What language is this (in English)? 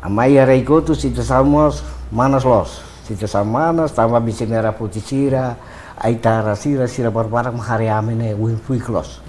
Tetum